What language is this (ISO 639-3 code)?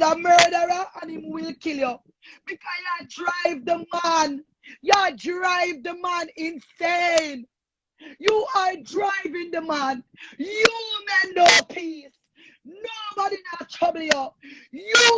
jam